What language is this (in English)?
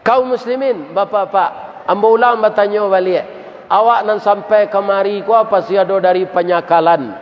Minangkabau